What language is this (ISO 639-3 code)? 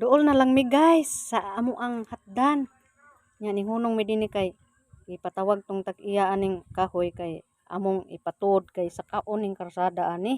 ceb